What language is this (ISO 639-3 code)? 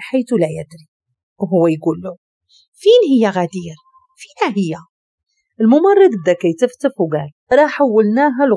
ary